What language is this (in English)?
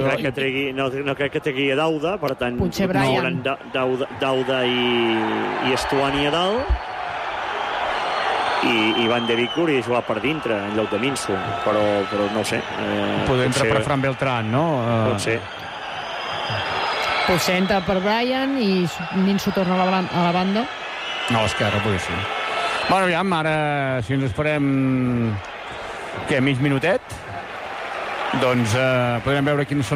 Catalan